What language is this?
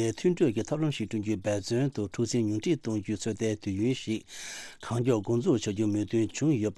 Tibetan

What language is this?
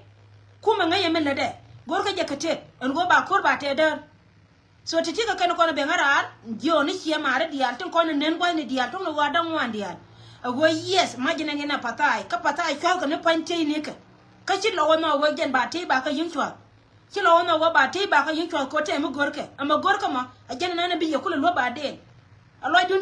Nuer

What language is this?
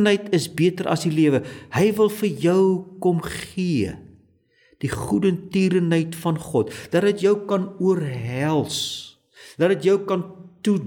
Afrikaans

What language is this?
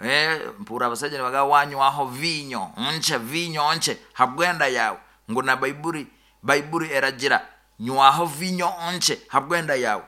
Nyoro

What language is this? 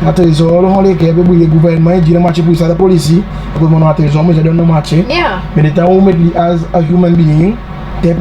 Seselwa Creole French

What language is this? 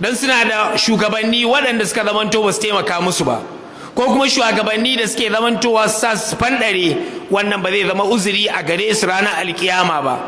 Hausa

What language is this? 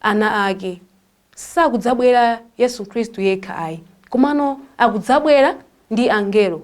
Nyanja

